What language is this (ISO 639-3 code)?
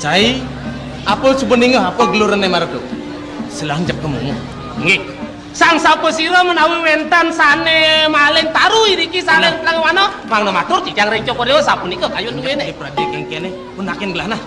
ban